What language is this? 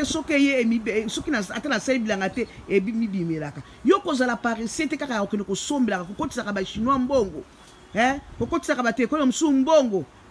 Lingala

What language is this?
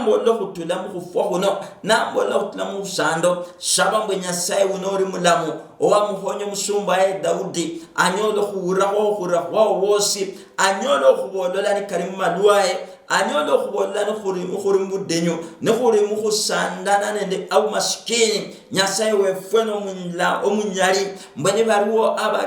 Luyia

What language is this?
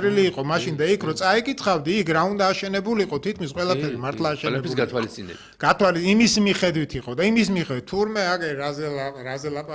Georgian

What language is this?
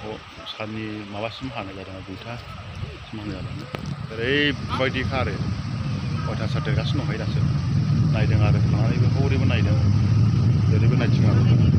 Bodo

